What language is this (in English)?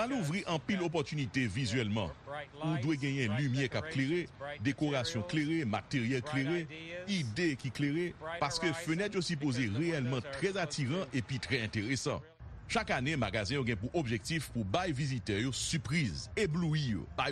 Haitian Creole